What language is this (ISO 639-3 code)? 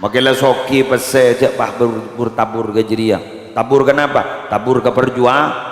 mad